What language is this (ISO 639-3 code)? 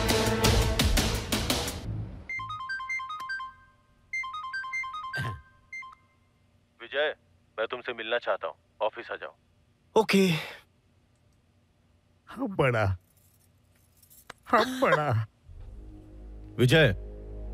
hin